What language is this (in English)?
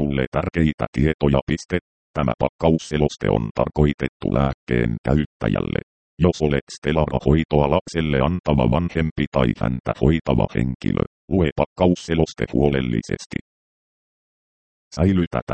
Finnish